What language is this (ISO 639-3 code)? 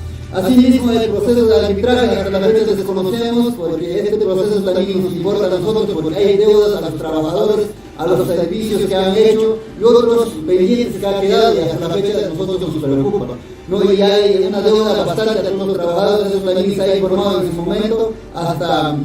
quy